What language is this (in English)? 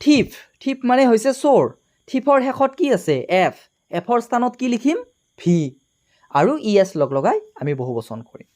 Assamese